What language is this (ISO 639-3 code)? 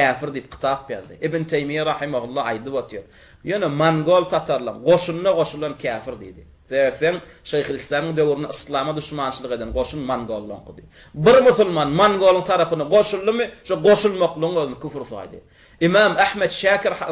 tuk